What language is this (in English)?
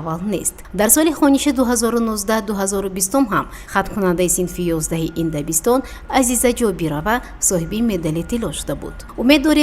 Tajik